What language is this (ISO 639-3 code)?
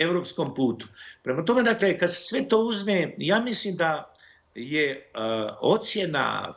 bos